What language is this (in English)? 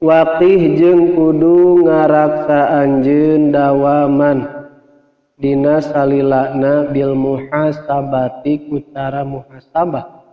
Sundanese